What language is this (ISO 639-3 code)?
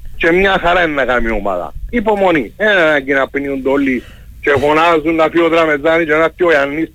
ell